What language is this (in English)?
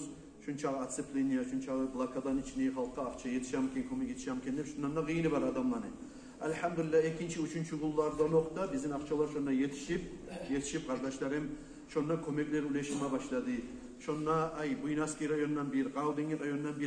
Kumyk